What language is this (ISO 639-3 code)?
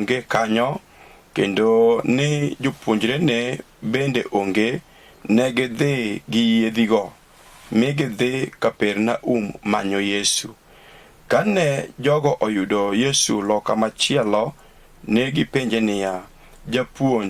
luo